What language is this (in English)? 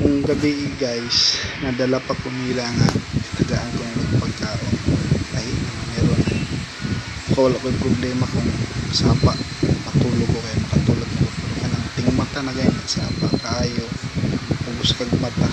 Cebuano